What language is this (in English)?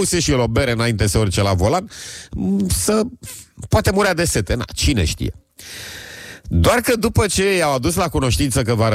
Romanian